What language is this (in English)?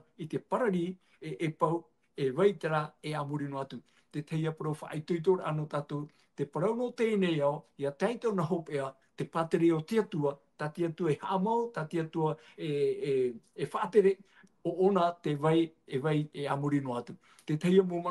Tahitian